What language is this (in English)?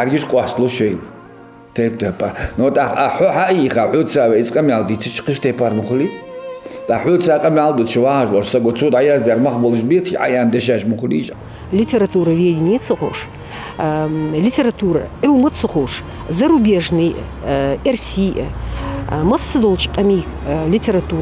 Ingush